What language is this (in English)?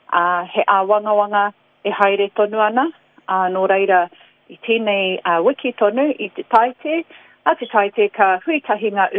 Māori